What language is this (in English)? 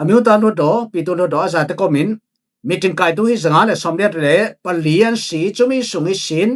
Falam Chin